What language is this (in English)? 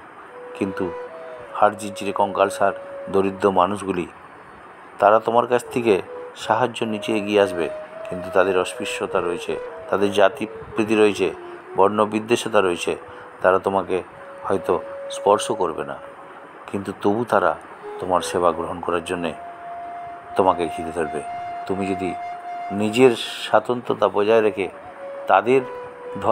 Bangla